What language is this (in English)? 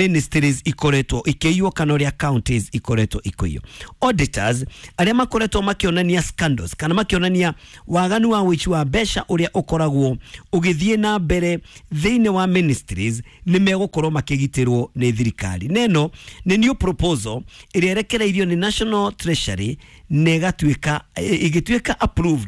Kikuyu